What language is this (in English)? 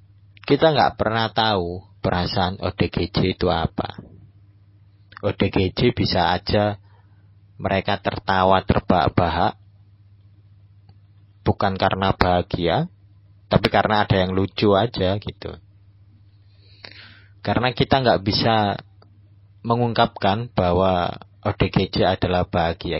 Indonesian